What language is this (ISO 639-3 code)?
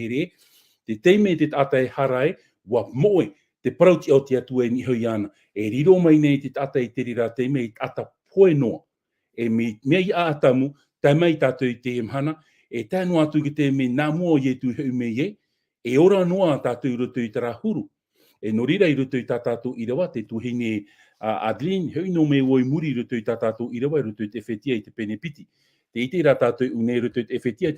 tah